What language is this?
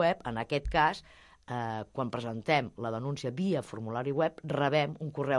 Catalan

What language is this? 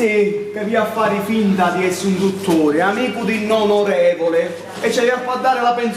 Sicilian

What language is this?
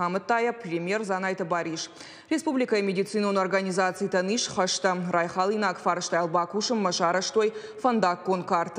Ossetic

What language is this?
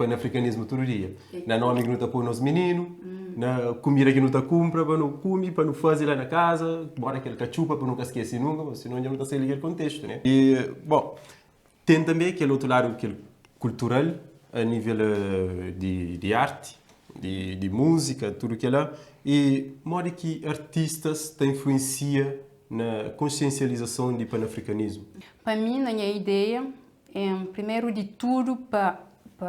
Kabuverdianu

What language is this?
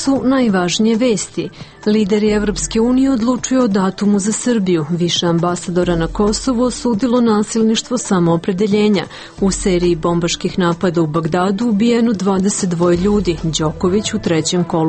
Serbian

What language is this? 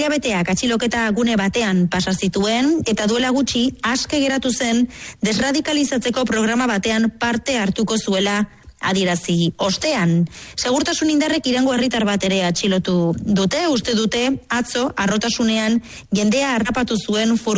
Basque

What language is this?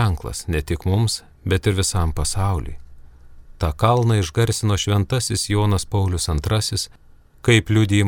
Lithuanian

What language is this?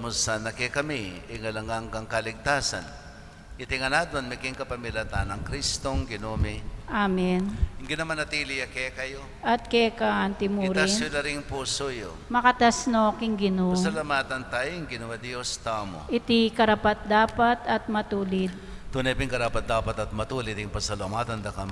Pampanga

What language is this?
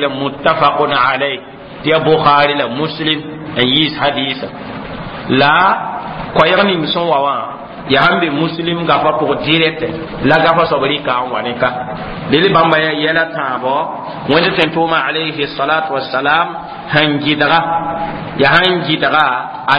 Mossi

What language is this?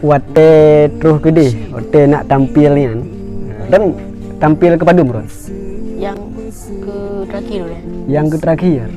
Achinese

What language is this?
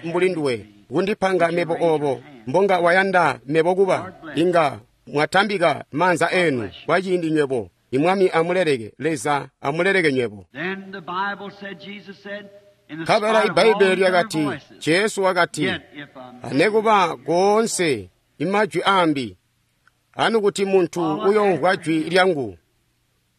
Tonga (Zambia)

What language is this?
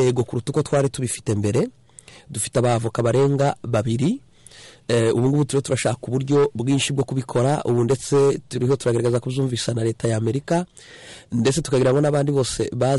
Kinyarwanda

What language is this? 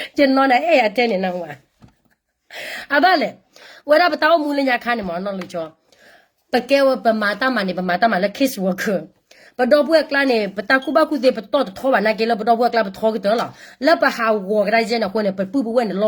S'gaw Karen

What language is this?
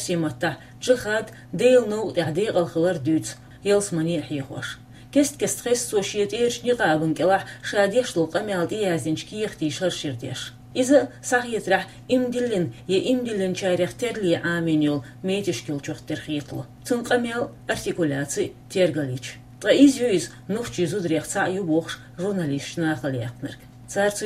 Chechen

